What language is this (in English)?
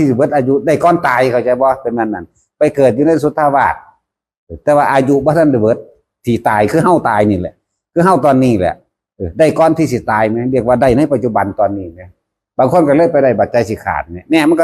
Northeastern Thai